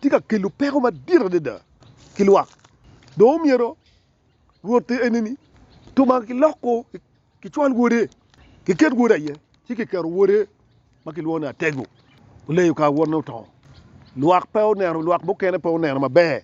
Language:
Acoli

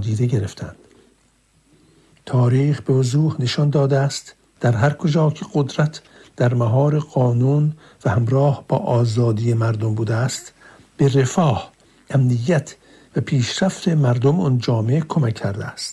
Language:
Persian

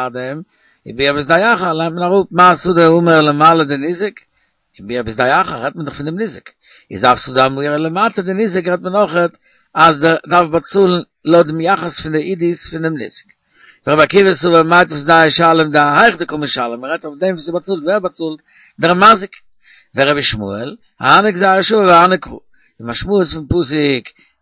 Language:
Yiddish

